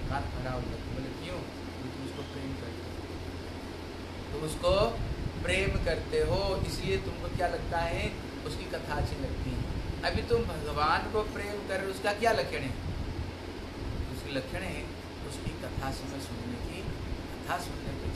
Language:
Hindi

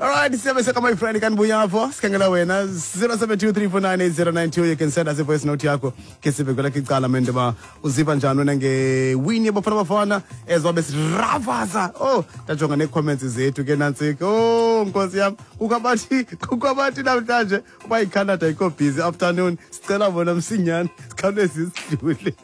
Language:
Xhosa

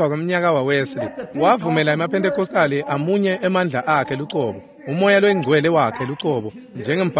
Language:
Swati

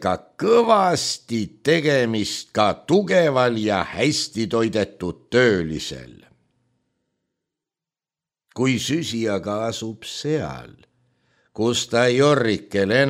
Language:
Estonian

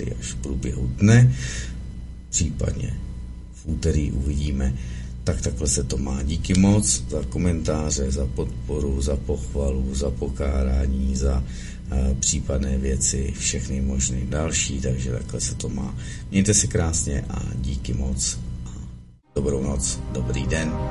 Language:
Czech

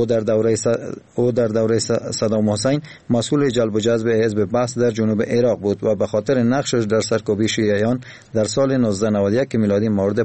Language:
Persian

